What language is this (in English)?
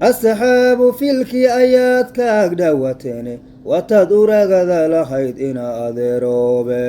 Somali